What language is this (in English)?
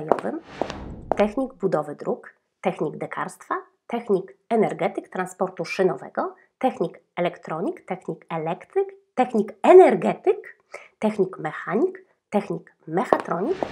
Polish